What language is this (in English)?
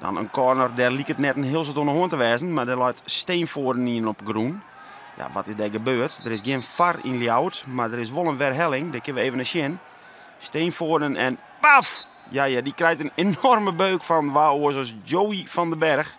Western Frisian